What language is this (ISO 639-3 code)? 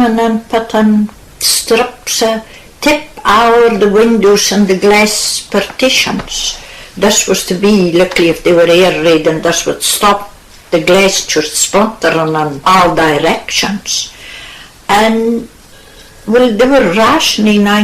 sco